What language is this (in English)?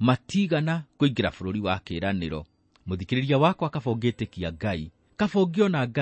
Kikuyu